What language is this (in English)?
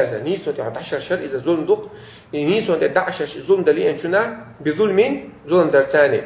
Chechen